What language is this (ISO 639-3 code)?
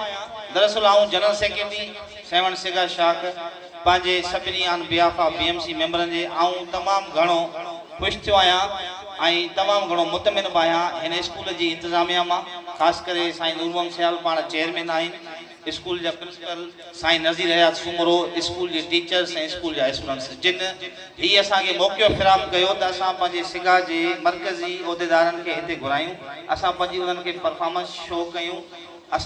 snd